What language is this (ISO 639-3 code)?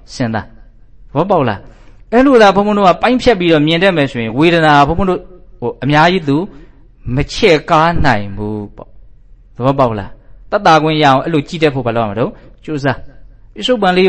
mya